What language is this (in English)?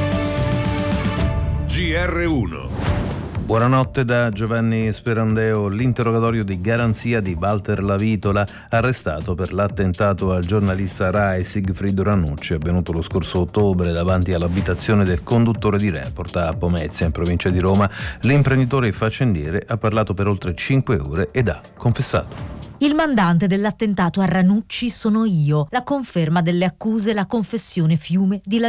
Italian